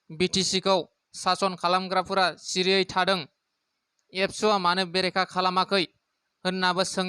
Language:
Bodo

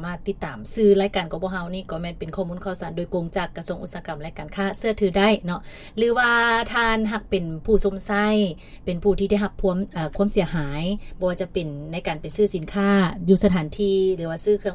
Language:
Lao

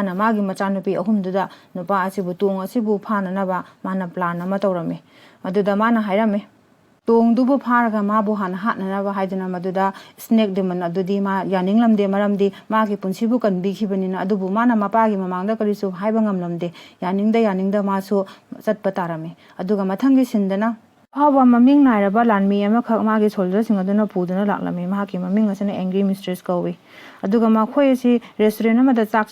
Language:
Manipuri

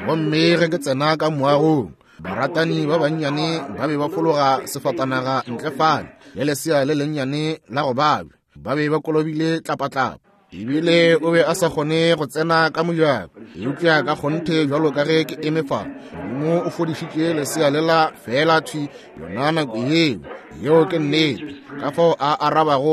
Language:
Northern Sotho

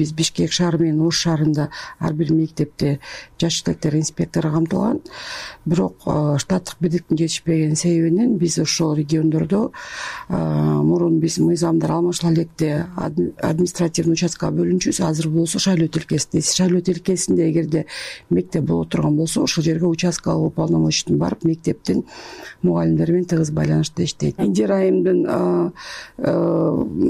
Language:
Kyrgyz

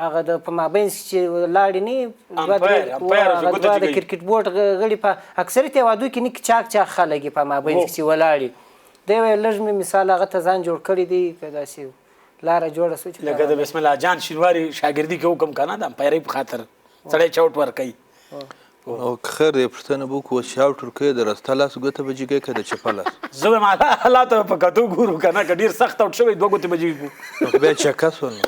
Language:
Pashto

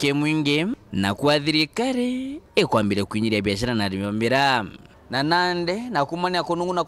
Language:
Meru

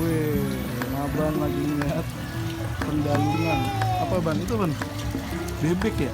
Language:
Betawi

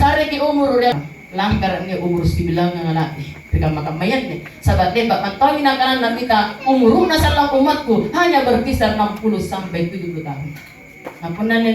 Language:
Makasar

